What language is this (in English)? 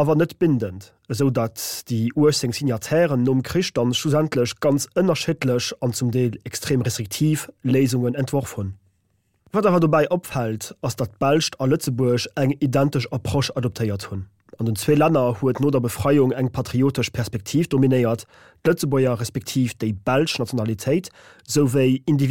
Luxembourgish